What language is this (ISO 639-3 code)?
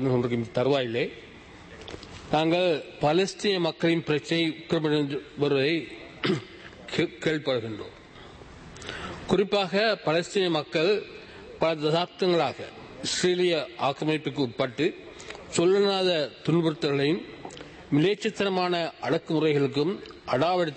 tam